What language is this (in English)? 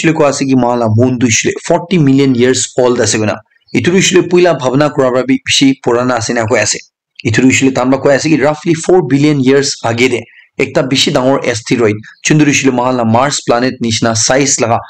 Naga Pidgin